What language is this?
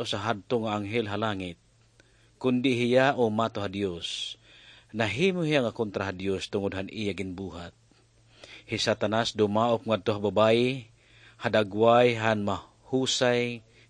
Waray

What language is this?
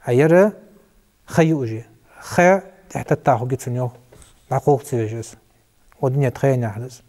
Ingush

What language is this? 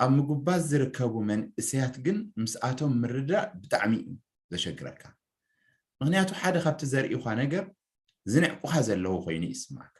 Tigrinya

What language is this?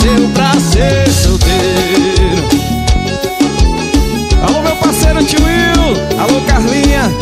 Portuguese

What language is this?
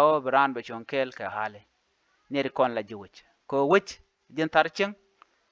Nuer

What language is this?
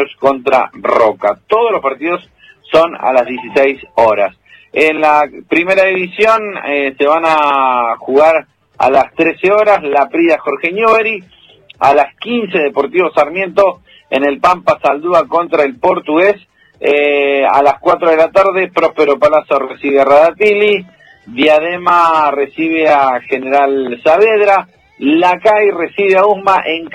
Spanish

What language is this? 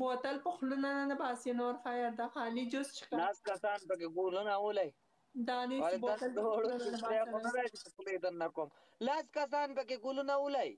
Pashto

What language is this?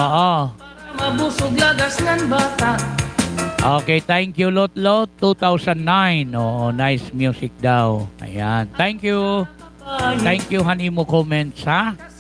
Waray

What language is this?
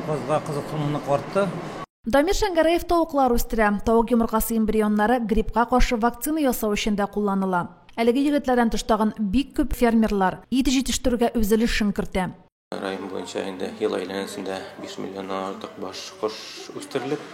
Tatar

